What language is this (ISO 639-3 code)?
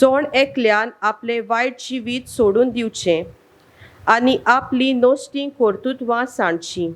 kok